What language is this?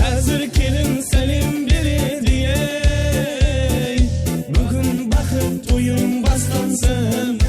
Kara-Kalpak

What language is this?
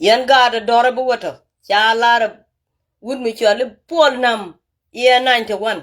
Nuer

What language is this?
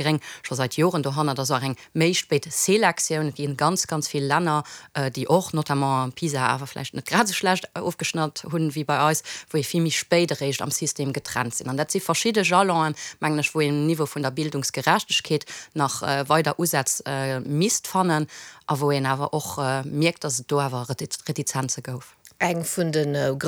Luxembourgish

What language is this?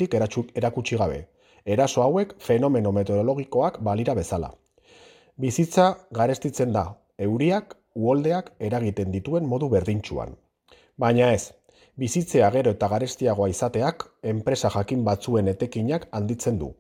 Basque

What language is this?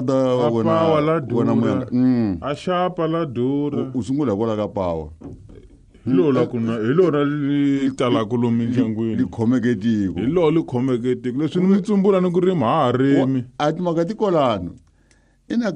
Tsonga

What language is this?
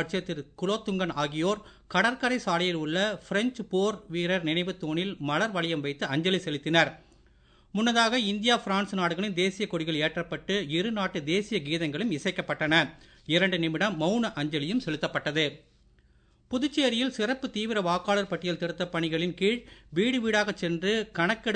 Tamil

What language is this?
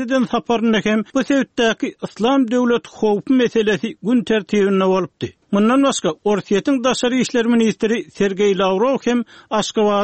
Turkmen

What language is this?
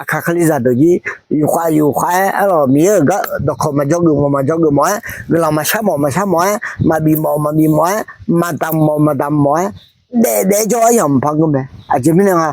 Akha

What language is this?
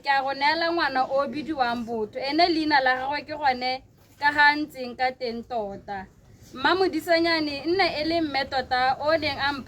Tswana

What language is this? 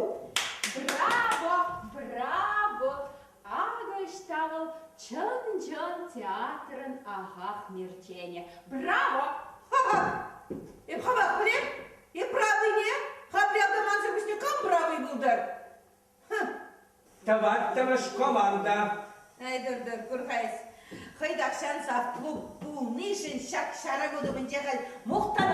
Chuvash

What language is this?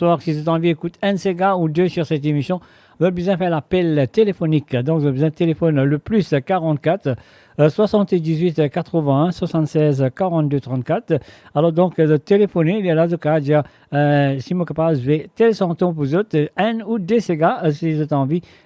Morisyen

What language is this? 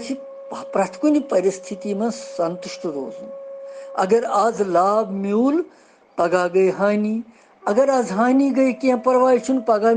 Kashmiri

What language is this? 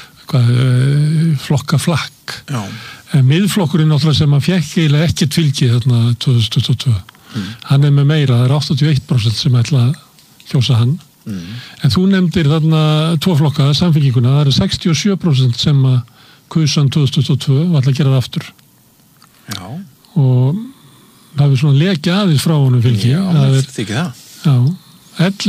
Icelandic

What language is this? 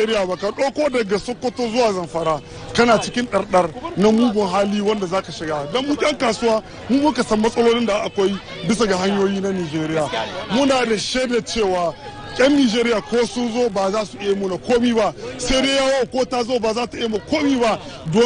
Hausa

